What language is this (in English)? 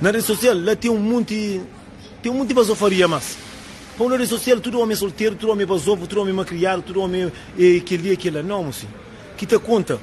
Kabuverdianu